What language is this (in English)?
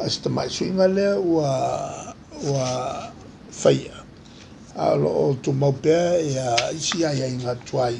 Samoan